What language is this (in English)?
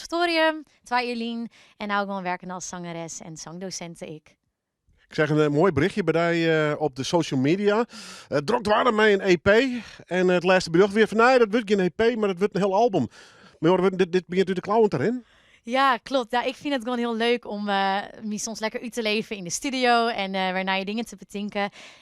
Western Frisian